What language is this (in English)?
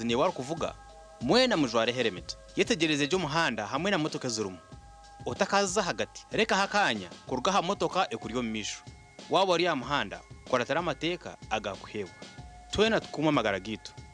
Nyankole